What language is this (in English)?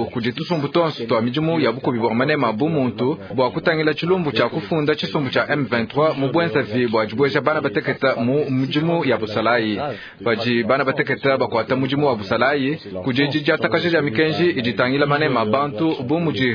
Luba-Lulua